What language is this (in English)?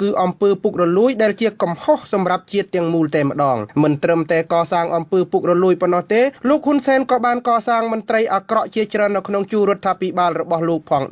Khmer